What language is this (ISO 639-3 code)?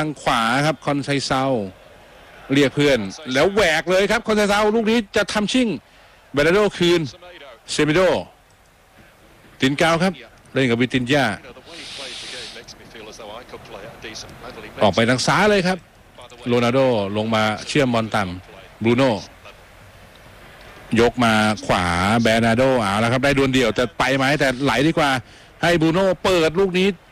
tha